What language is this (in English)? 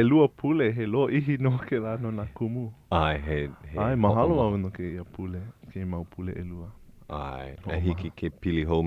Hawaiian